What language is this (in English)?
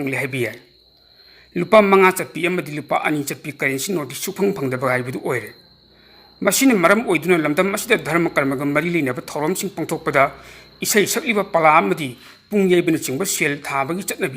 Manipuri